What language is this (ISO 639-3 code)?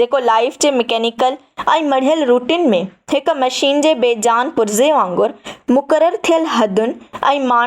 snd